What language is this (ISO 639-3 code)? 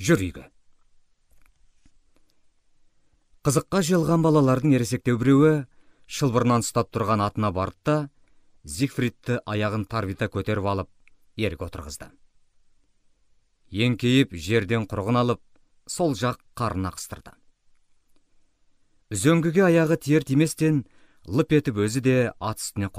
kaz